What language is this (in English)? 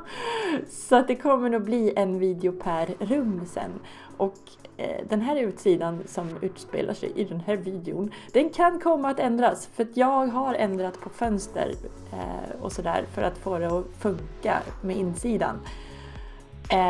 Swedish